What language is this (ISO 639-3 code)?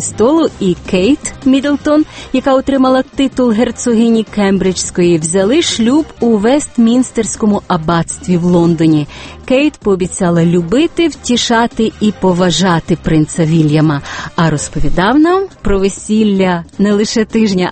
ukr